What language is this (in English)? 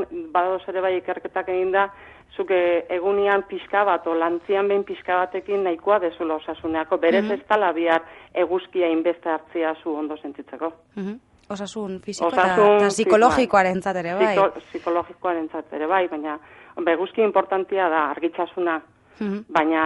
Basque